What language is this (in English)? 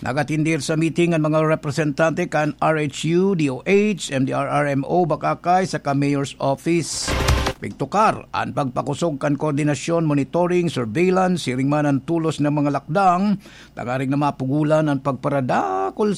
Bikol